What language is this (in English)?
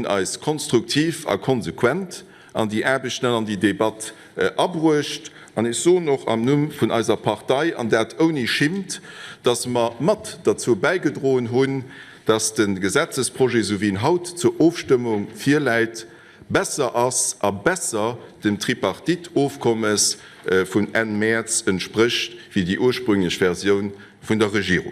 Luxembourgish